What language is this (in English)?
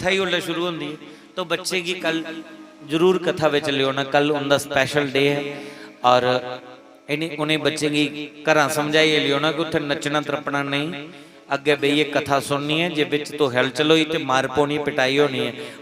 Dogri